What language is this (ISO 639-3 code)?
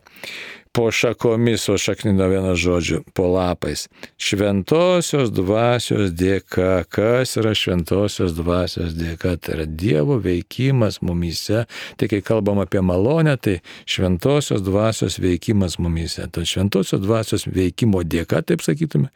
lit